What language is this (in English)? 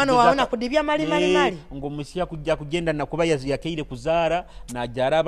Nyoro